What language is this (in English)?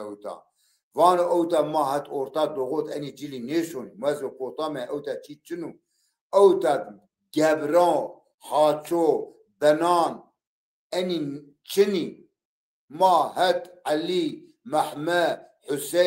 Zaza